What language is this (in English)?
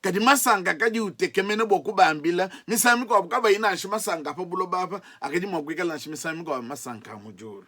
Luba-Lulua